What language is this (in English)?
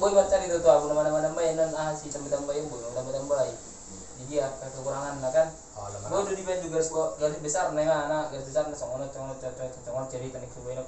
Batak Toba